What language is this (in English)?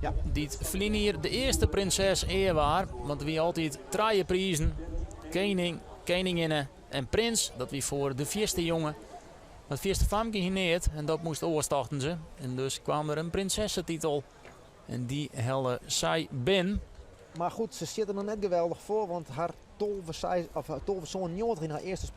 Western Frisian